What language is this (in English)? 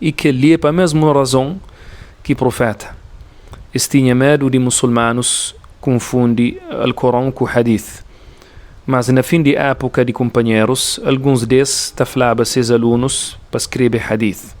Kabuverdianu